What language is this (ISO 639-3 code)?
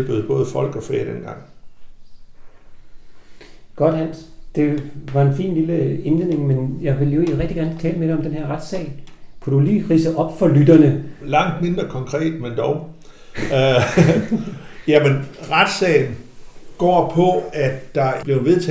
dan